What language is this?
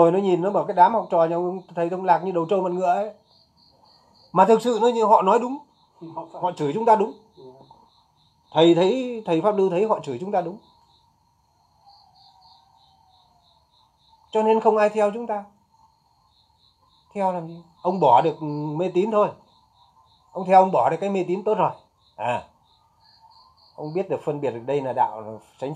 Vietnamese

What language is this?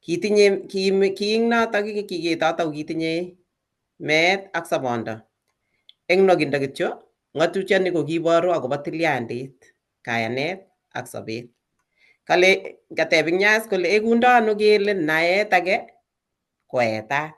Kalenjin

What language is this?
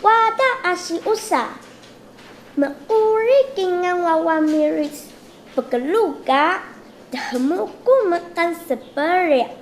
Taroko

